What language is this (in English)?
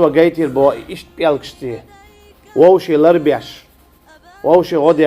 Chechen